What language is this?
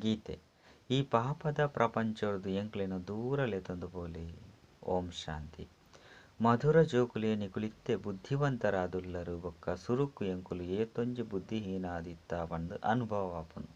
Tulu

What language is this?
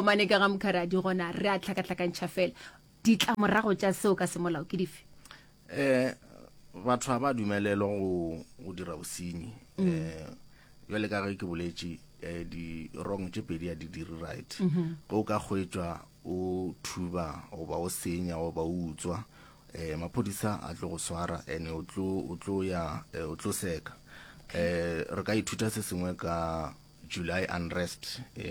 Northern Sotho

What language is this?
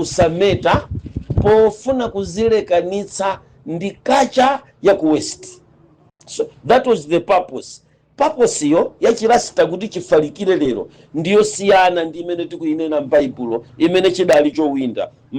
Nyanja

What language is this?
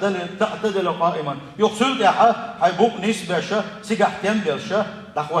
Chechen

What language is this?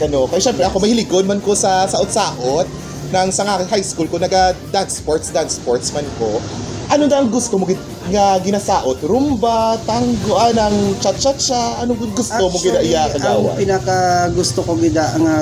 Hiligaynon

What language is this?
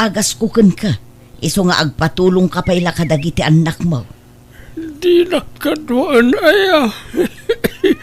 Iloko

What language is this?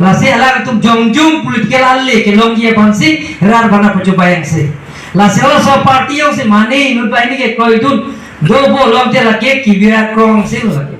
Karbi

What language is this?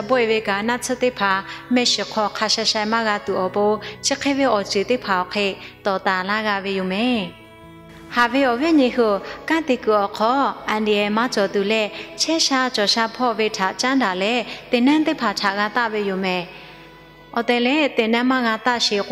Lahu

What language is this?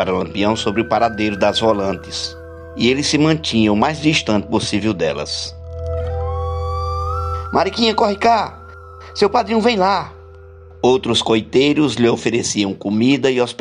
Portuguese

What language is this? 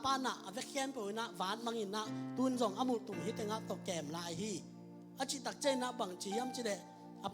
Tedim Chin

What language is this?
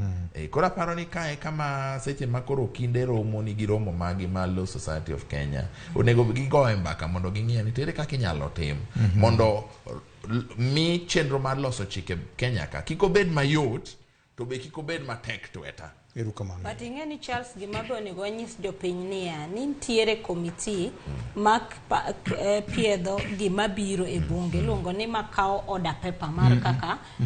Luo (Kenya and Tanzania)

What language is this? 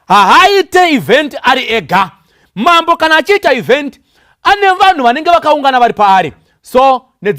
Shona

